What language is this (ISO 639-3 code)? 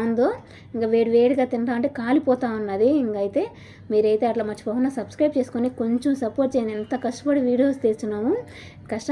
tel